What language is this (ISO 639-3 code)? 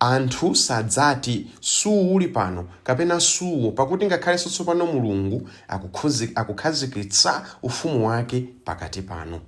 nya